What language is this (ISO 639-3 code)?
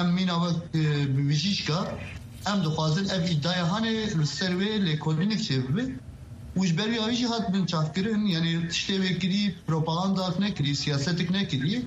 kur